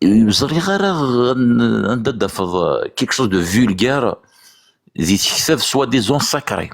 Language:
Kabyle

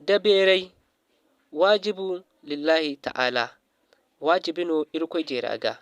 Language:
Zarma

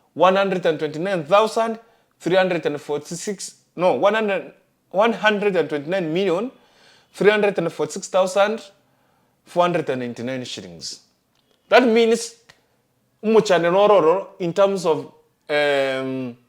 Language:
Gusii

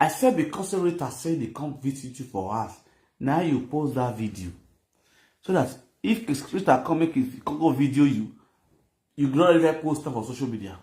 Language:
Nigerian Pidgin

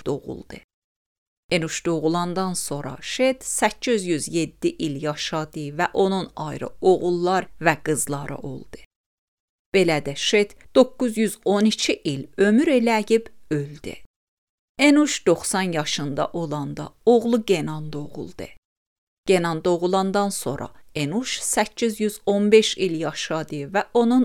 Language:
Azerbaijani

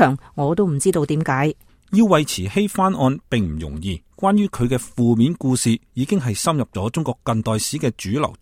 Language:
Cantonese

